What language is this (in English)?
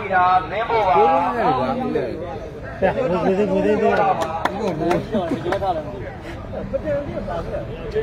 Burmese